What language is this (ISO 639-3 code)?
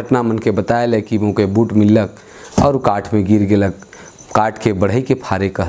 sck